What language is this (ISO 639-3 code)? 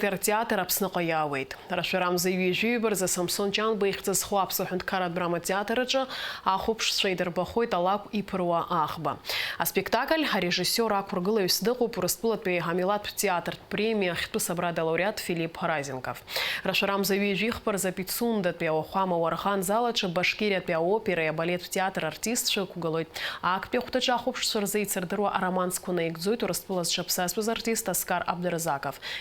abk